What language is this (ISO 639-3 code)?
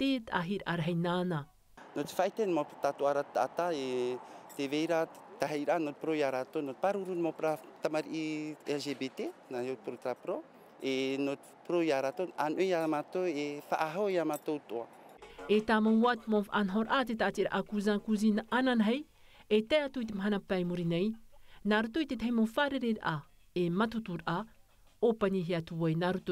tah